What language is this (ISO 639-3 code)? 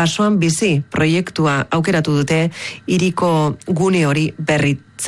eus